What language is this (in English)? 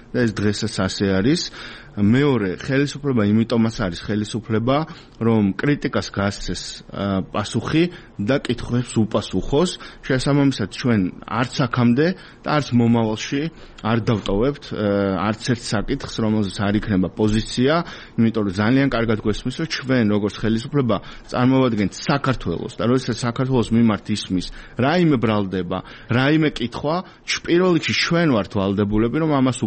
Georgian